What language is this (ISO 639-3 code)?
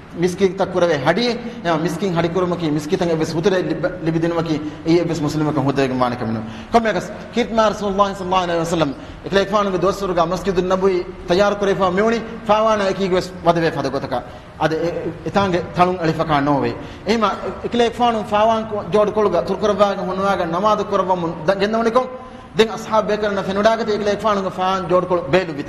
div